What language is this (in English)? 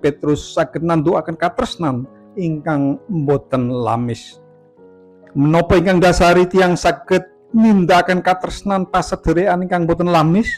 Javanese